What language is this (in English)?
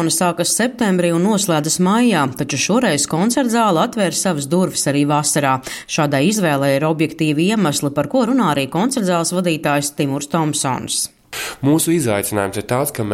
Latvian